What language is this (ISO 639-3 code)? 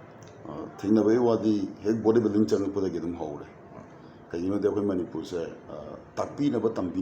mni